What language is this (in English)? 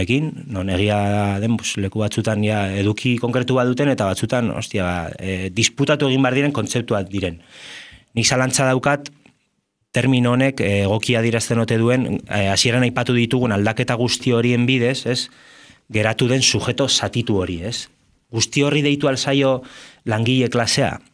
Basque